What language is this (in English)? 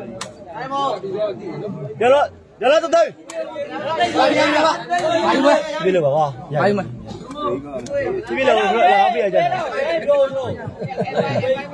Burmese